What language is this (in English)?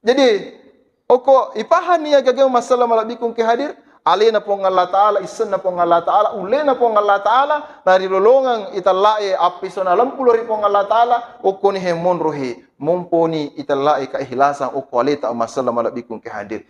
Buginese